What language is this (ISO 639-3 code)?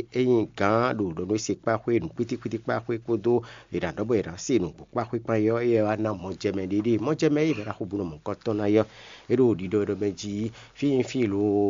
fon